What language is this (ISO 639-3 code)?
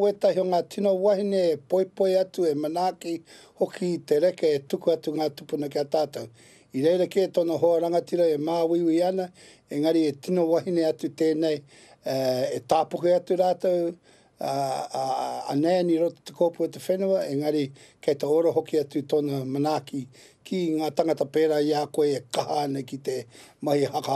mri